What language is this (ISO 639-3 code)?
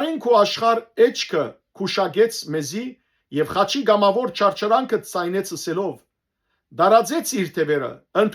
hyw